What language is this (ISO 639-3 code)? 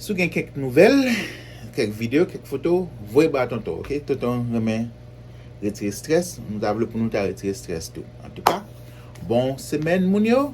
hat